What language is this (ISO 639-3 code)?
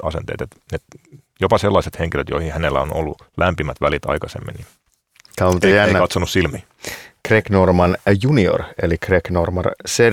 fin